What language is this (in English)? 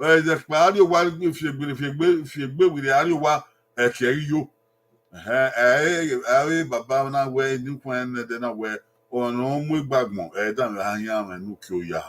Bini